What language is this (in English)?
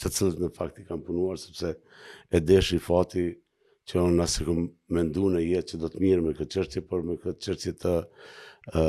Albanian